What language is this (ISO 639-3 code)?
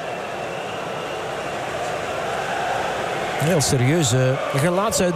nld